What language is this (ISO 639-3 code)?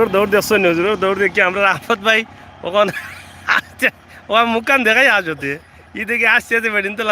syl